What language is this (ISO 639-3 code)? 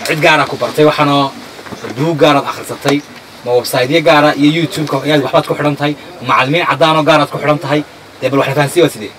som